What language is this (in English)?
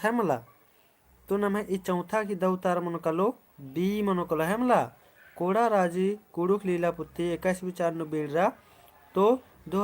Kurukh